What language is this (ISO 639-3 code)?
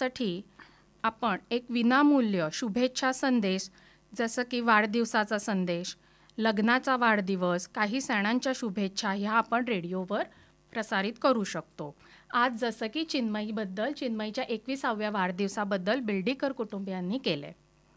mar